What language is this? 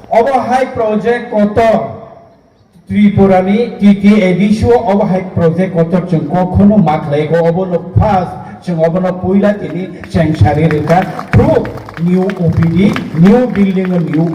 Kok Borok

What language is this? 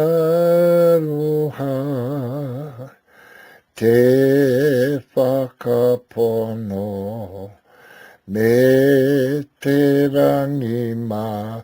Māori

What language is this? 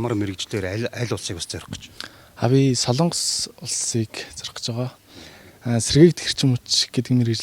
Mongolian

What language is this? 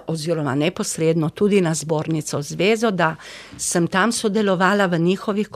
Slovenian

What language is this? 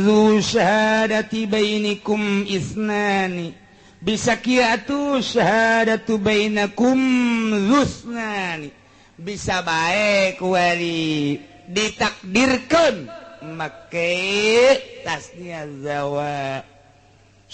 Sundanese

